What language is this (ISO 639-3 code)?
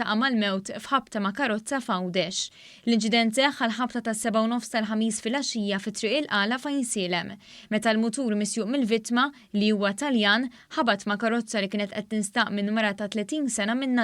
mlt